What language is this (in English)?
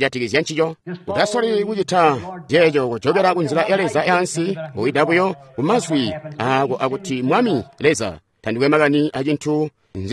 Tonga (Zambia)